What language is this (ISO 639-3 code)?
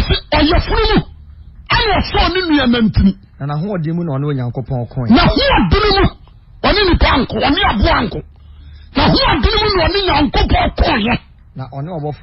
aka